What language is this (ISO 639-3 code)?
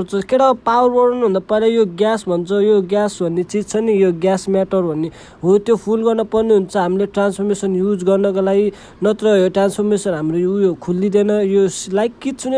nep